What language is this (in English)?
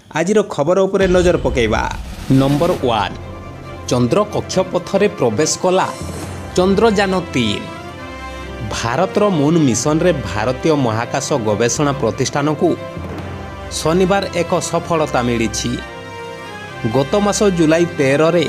Odia